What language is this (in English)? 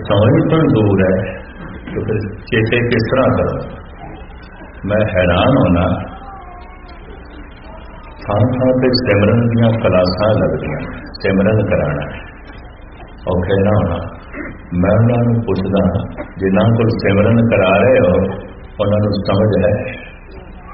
Punjabi